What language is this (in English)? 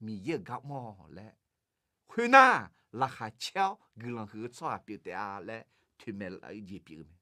Akha